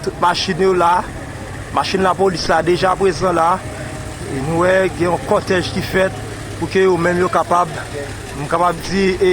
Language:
Haitian Creole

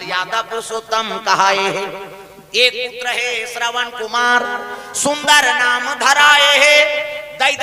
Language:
Chhattisgarhi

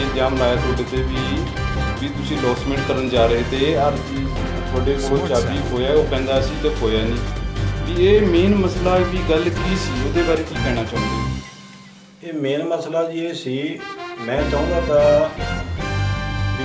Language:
Punjabi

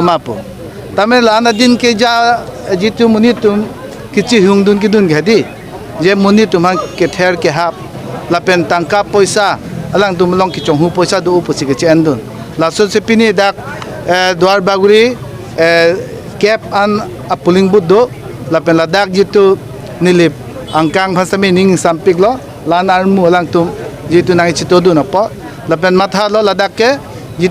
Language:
Karbi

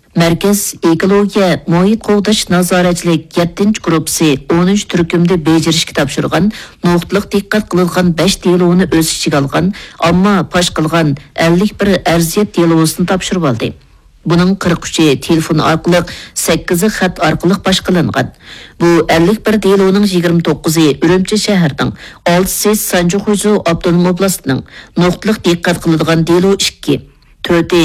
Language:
Uyghur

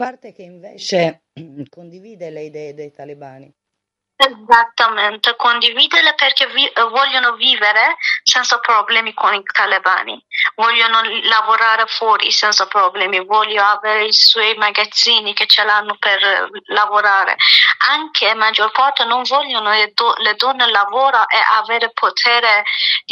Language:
Italian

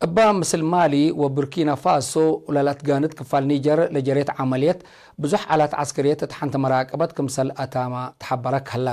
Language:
Tigre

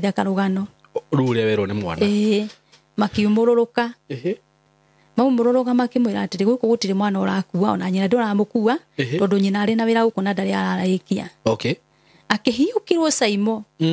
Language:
Kikuyu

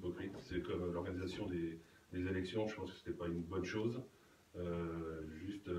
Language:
French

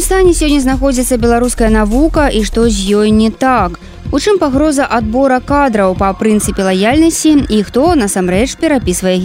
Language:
Belarusian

